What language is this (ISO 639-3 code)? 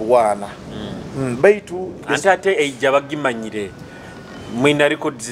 nyo